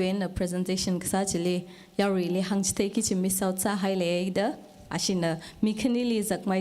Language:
Tangkhul Naga (India)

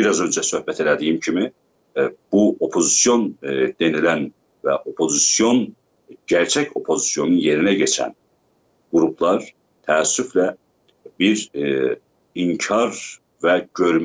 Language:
South Azerbaijani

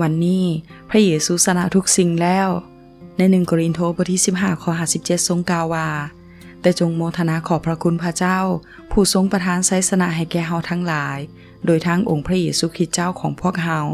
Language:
Lao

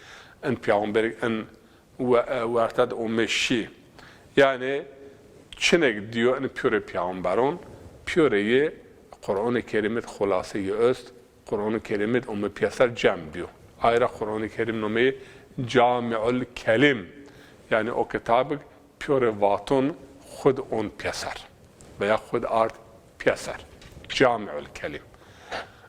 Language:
Zaza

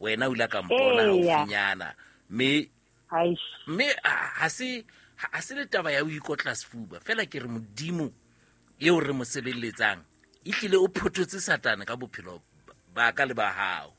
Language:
Southern Sotho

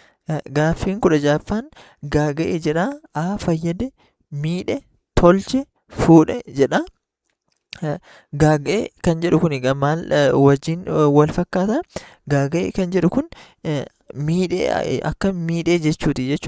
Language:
Oromo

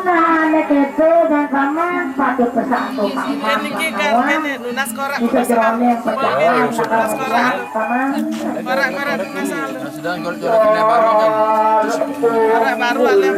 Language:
Balinese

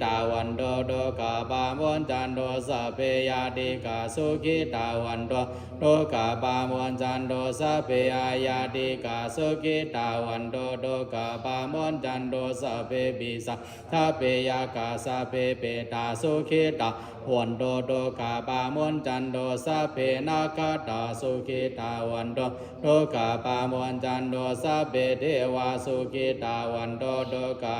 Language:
Pali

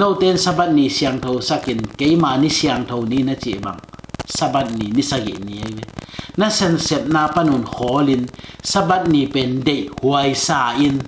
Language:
Tedim Chin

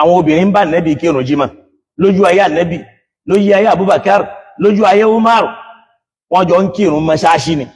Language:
Yoruba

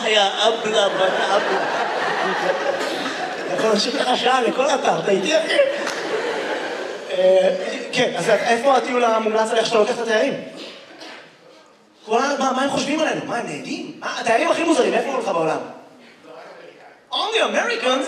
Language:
Hebrew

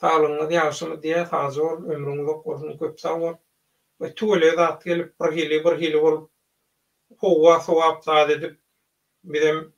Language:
Turkmen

